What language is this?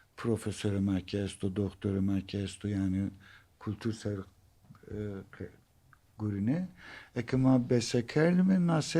Zaza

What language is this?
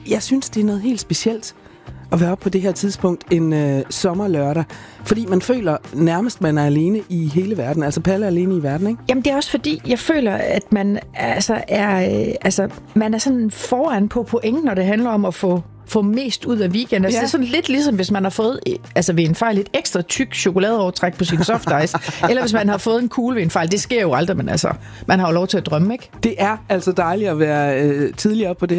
Danish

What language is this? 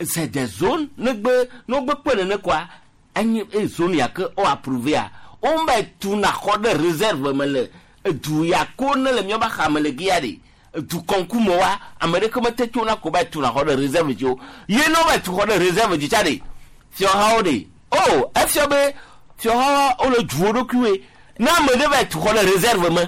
Gen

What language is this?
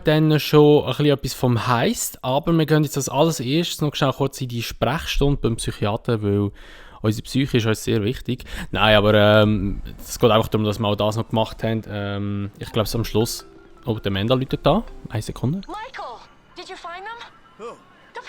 Swiss German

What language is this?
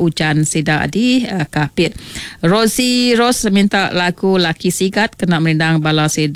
Iban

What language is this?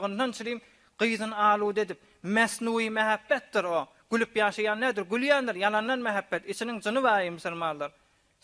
Turkmen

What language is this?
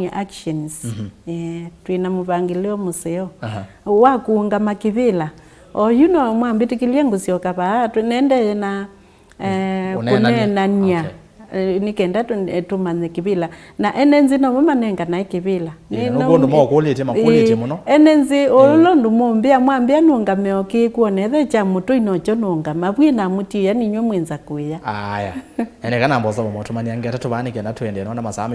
Kamba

